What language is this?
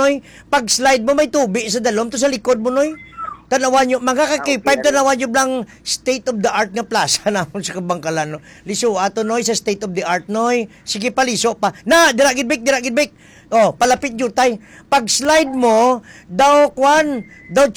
Hiligaynon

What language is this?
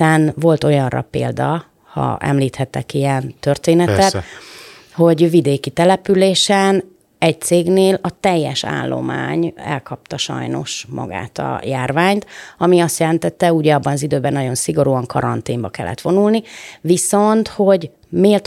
Hungarian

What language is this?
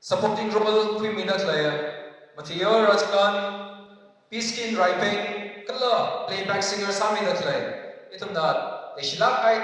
Tangkhul Naga (India)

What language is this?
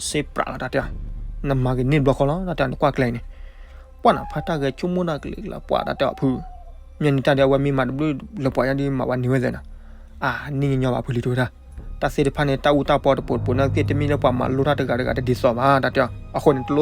S'gaw Karen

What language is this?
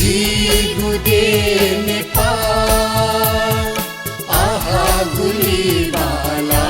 Newari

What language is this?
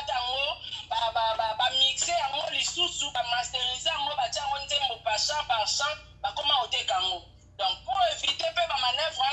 Lingala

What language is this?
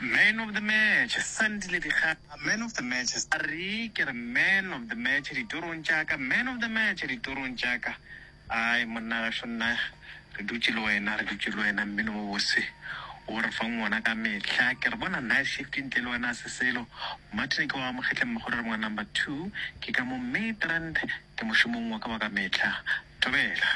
Northern Sotho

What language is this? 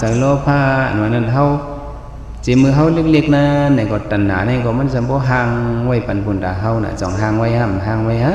Shan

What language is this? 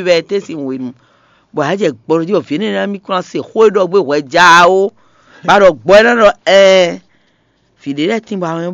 Fon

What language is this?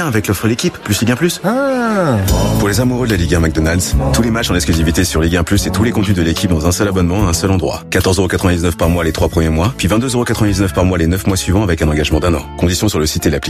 French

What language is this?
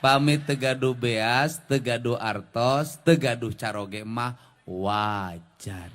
Sundanese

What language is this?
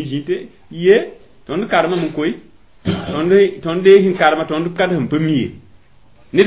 Mossi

